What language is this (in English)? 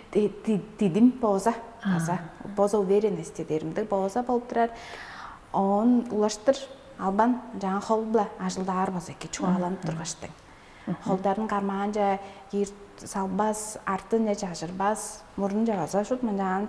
Tuvinian